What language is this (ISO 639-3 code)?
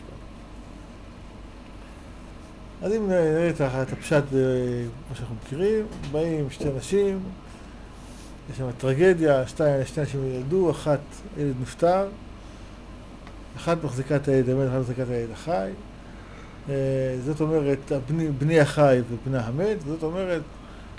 heb